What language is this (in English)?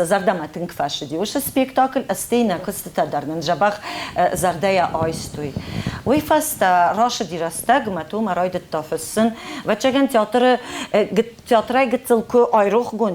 Ossetic